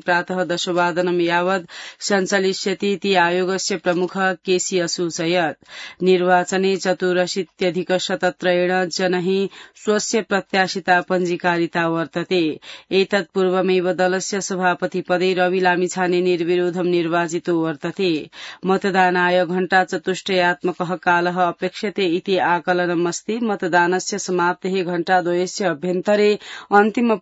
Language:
Sanskrit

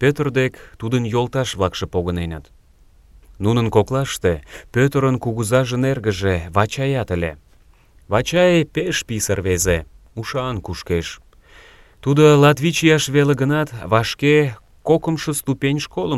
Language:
Mari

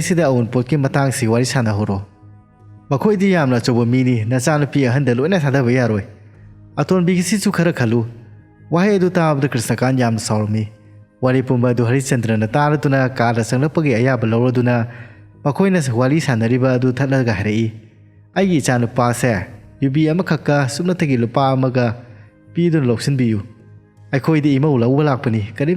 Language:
Manipuri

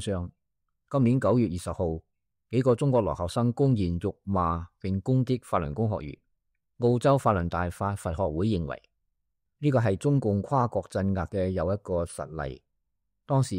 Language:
Cantonese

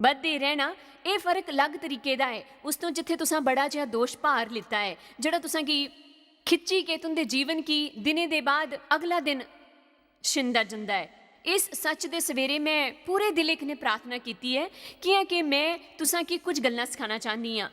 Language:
Dogri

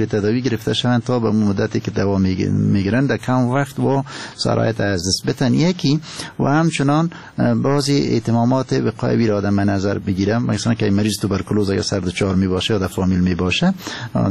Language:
Persian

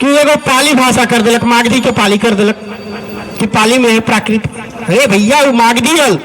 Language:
Magahi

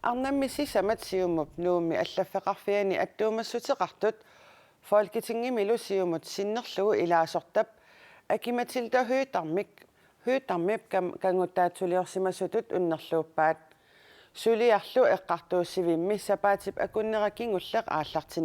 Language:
Kalaallisut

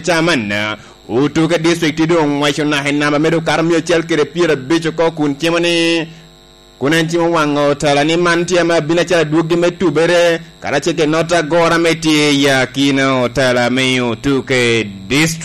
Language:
Lango (Uganda)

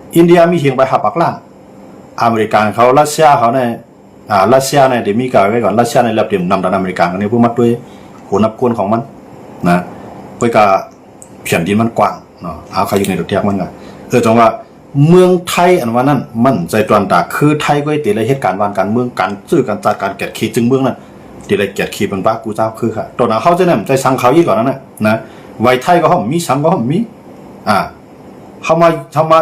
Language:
Shan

